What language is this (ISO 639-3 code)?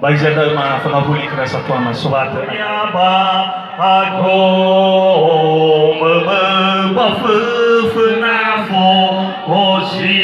nia